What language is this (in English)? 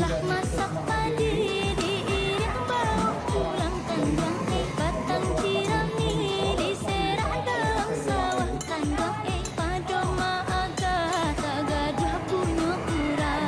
Minangkabau